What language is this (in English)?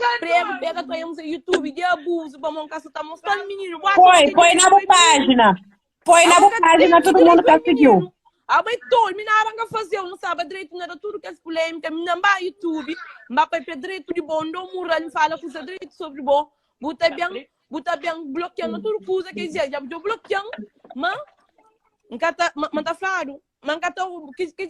Kabuverdianu